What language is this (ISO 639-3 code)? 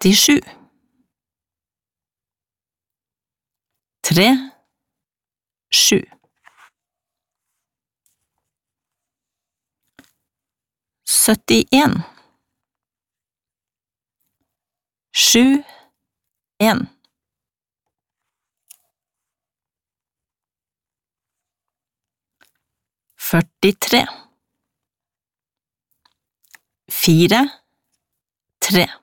nor